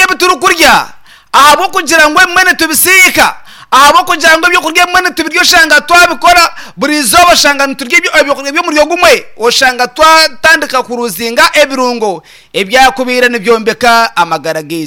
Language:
Nyankole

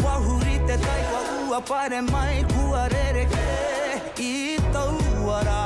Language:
Māori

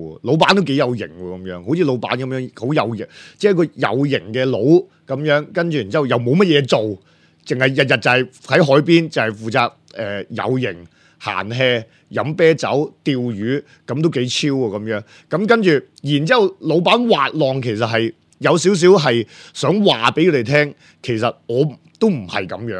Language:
Cantonese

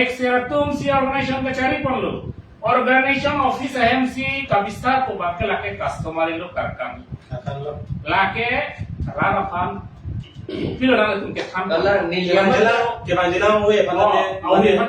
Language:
Karbi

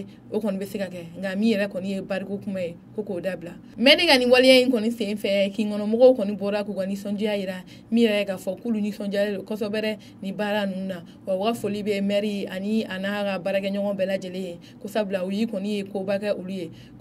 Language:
Bambara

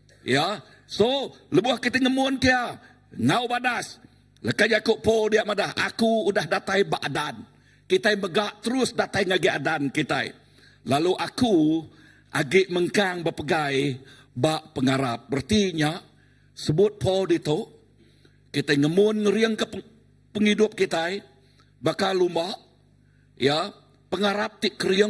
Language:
Iban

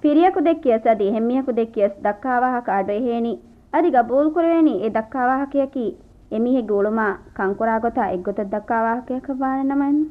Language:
Divehi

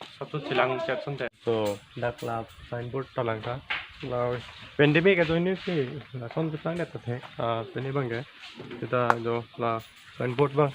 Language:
Karbi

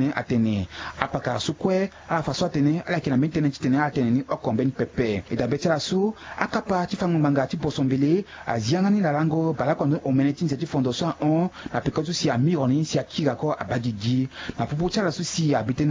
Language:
Sango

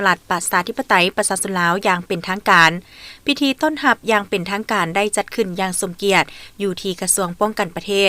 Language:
Lao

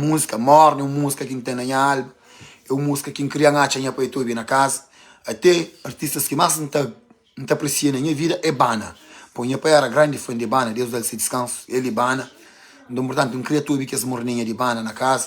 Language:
Kabuverdianu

